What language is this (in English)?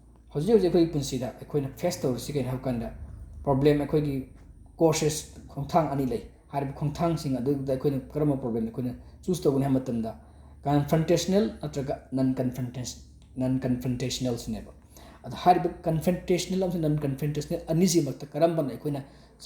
Manipuri